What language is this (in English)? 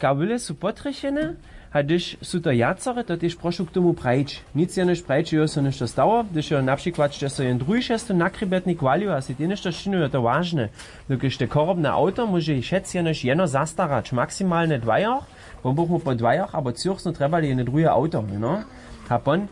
Upper Sorbian